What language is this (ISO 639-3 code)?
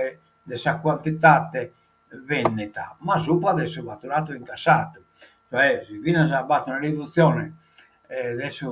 srd